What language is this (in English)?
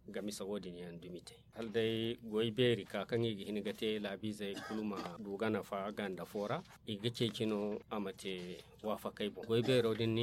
Zarma